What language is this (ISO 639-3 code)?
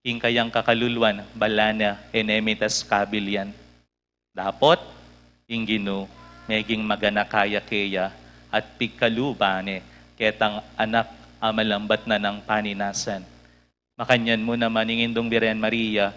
pam